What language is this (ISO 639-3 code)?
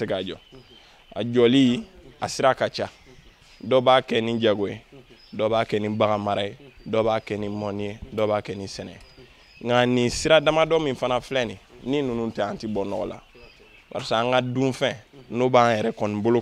bam